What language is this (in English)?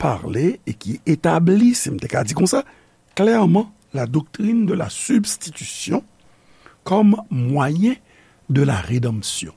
Haitian Creole